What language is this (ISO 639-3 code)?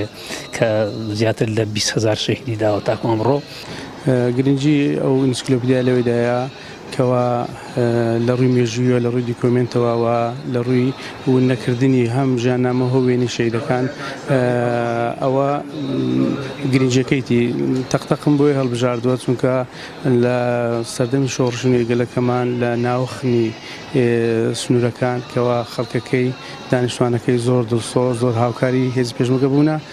ckb